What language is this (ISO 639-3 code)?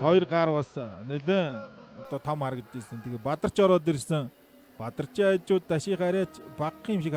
mon